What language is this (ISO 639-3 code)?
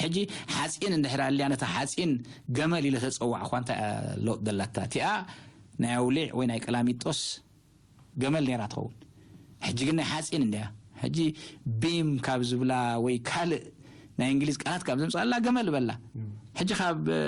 tir